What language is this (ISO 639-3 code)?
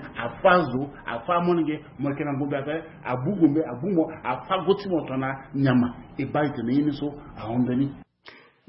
sag